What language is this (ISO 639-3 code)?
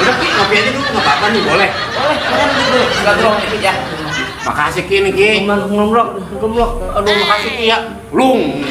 bew